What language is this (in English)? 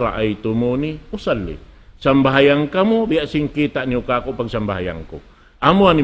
Tausug